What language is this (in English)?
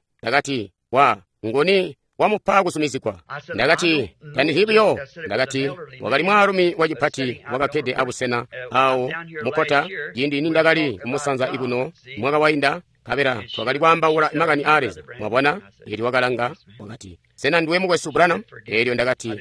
Tonga (Zambia)